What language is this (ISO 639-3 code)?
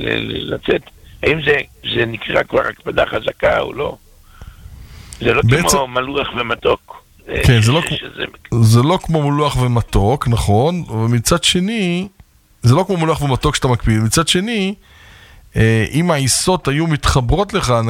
heb